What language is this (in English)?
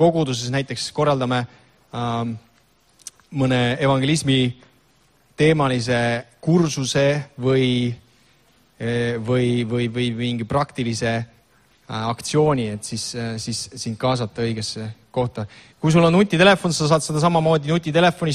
Estonian